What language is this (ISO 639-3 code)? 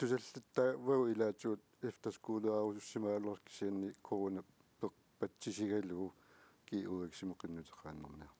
kal